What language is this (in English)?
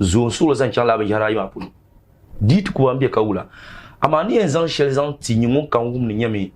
Dagbani